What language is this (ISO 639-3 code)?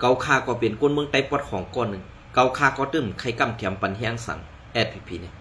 shn